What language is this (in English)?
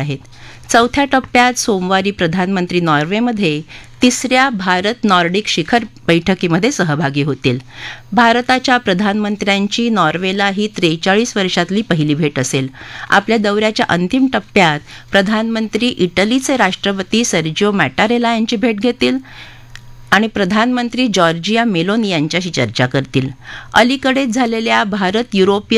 Marathi